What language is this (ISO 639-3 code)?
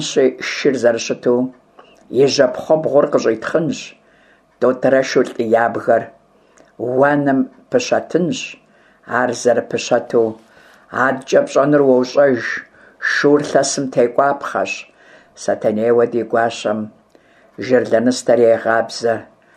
kbd